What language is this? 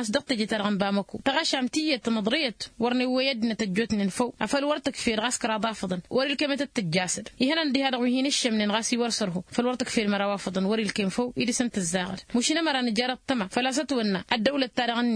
Tamasheq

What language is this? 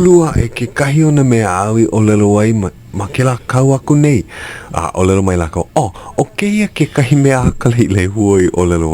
Hawaiian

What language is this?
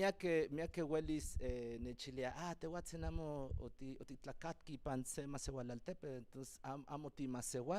Central Nahuatl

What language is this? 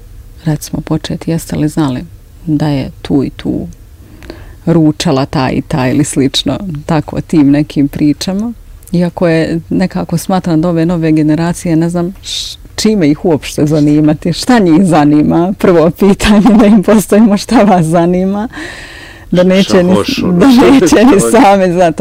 Bosnian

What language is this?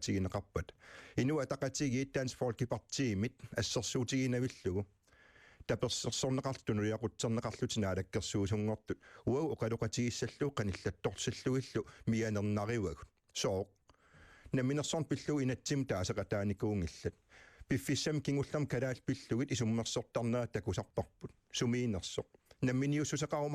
Kalaallisut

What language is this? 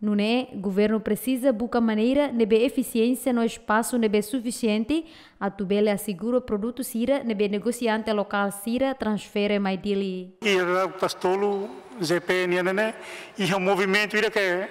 Tetum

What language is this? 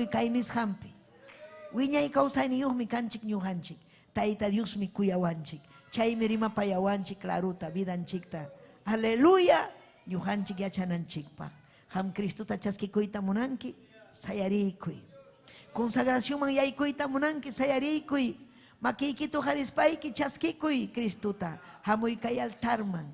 Ayacucho Quechua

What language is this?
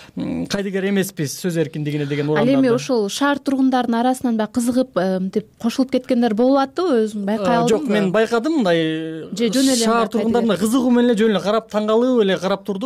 Kyrgyz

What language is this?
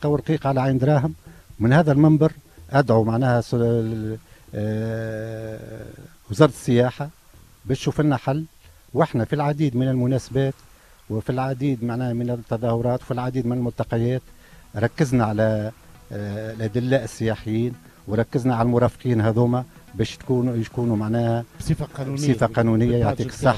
Tunisian Arabic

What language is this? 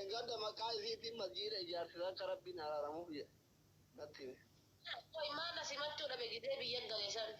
Oromo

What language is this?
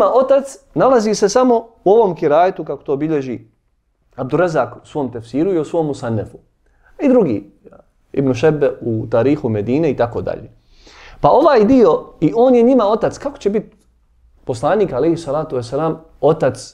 Bosnian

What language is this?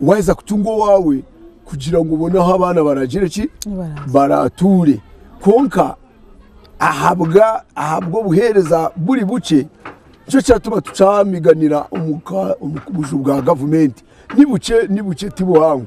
Nyankole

